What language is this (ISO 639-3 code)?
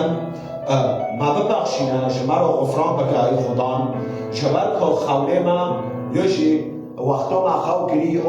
kur